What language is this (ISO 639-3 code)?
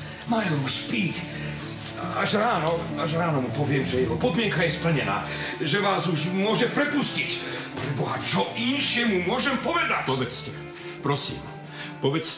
slk